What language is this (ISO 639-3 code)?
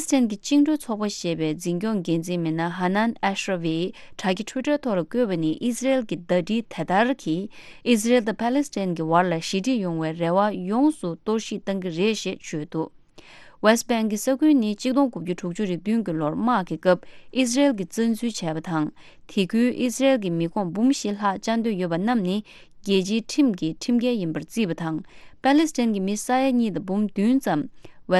bod